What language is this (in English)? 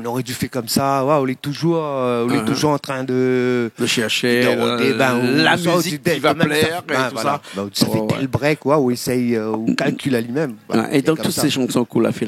Réunion Creole French